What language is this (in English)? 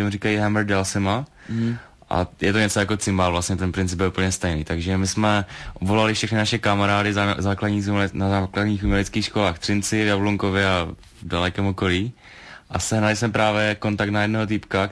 Czech